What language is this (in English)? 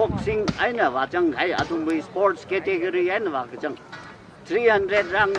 Tangkhul Naga (India)